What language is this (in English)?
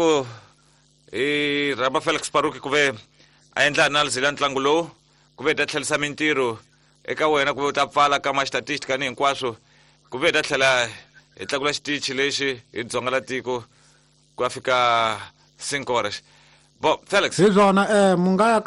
Tsonga